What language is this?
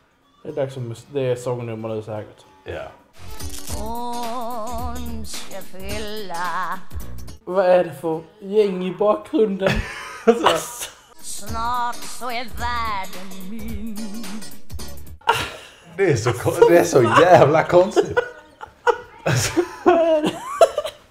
Swedish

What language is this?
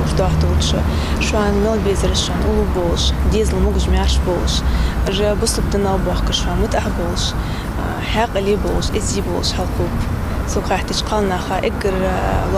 Ingush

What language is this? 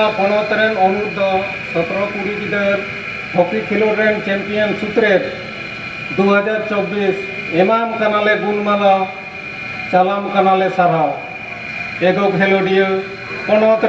Santali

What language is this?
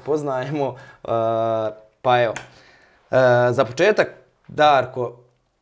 Croatian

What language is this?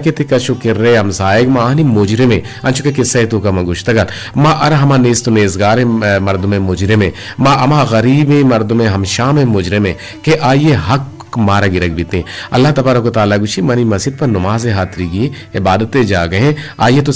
Eastern Balochi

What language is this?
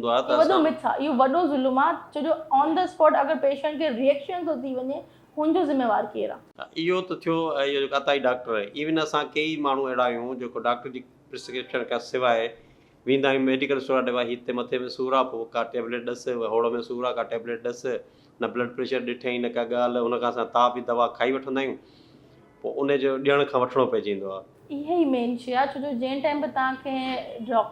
Sindhi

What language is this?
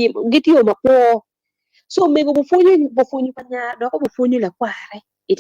Acoli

